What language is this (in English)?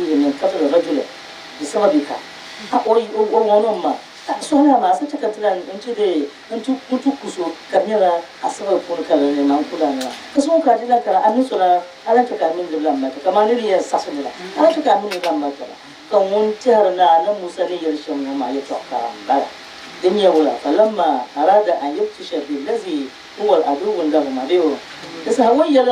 Dagbani